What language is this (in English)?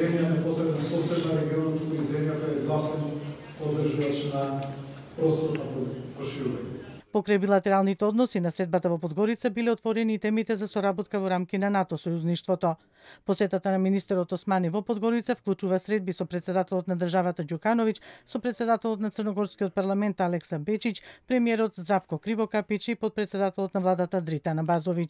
Macedonian